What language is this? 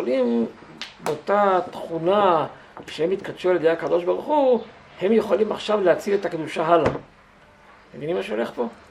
Hebrew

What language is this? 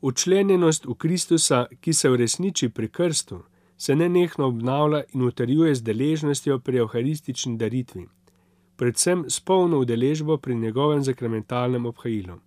Slovenian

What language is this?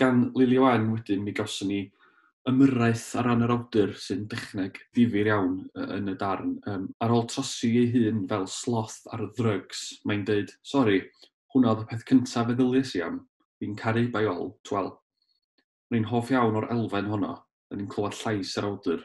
Welsh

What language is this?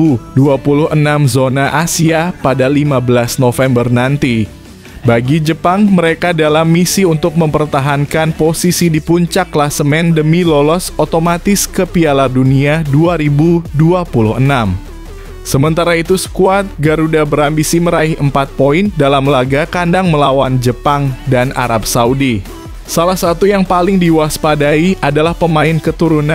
Indonesian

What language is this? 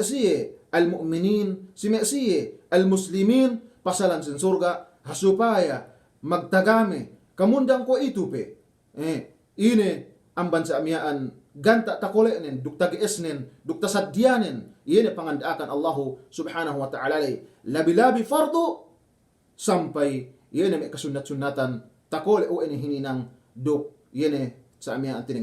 Yakan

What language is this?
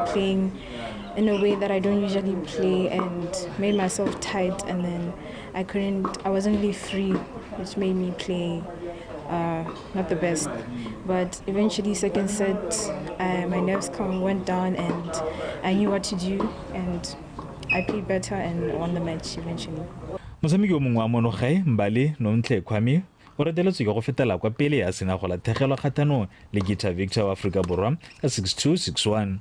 Tswana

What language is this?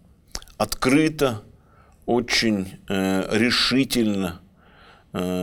Russian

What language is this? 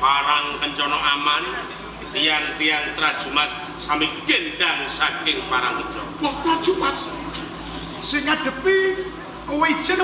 Javanese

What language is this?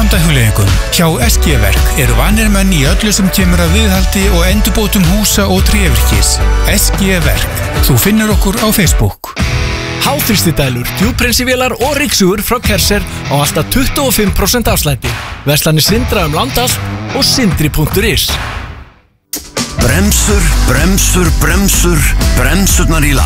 Icelandic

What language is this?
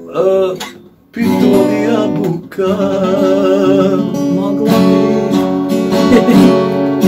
Croatian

